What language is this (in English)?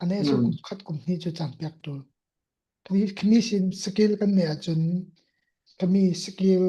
Falam Chin